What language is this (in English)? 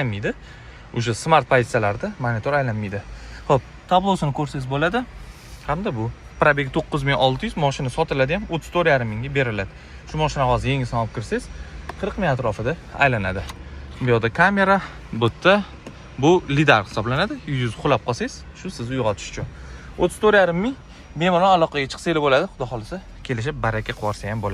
Uzbek